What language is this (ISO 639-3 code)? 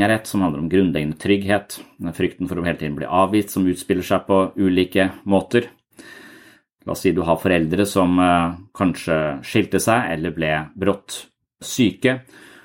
nor